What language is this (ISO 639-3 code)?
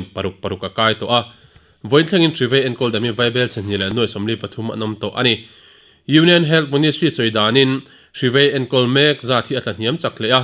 lus